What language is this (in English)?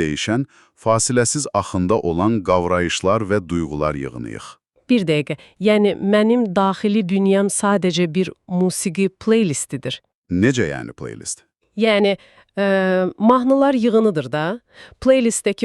Azerbaijani